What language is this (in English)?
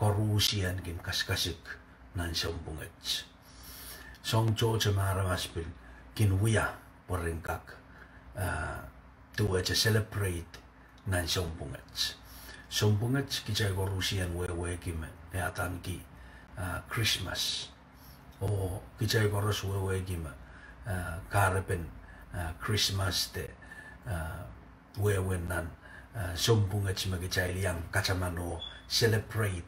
Pohnpeian